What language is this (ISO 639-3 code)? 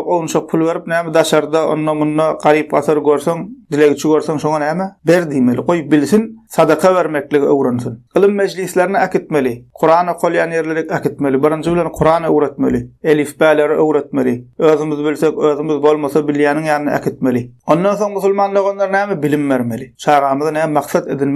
tuk